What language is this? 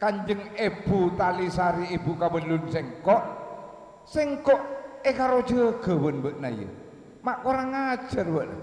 Madurese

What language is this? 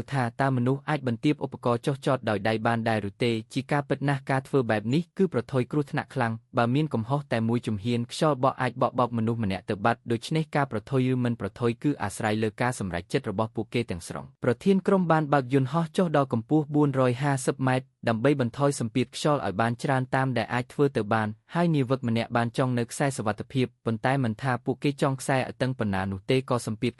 Khmer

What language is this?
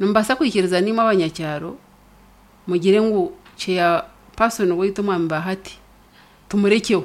Nyankole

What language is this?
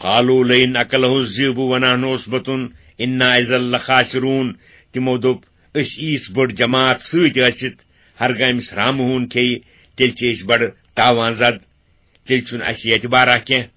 Kashmiri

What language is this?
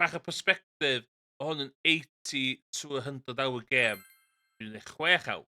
Welsh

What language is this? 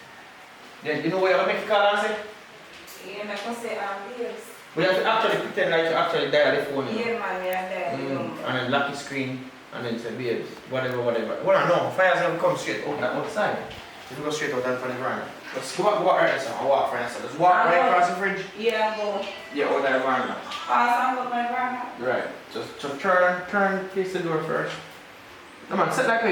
Jamaican Creole English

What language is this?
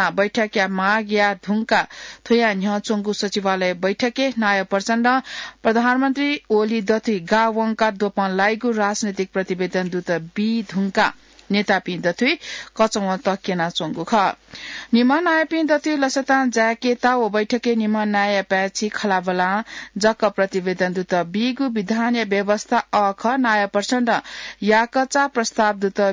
Newari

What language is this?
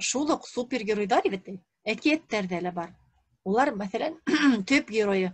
Bashkir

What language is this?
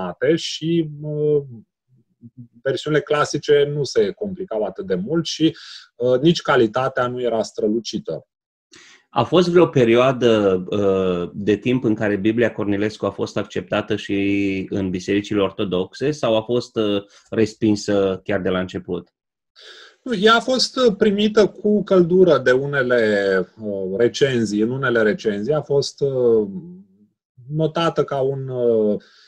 Romanian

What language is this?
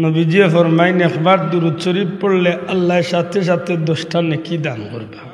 Sylheti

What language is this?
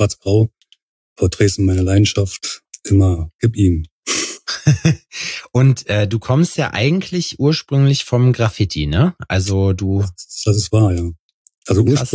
German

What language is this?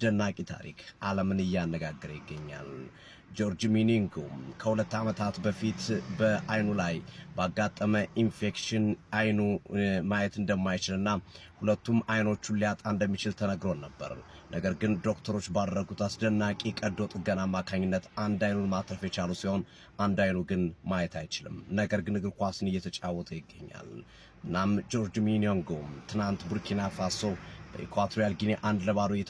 Amharic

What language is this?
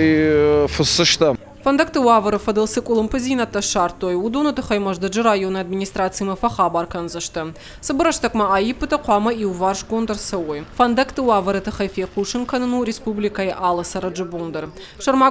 Ossetic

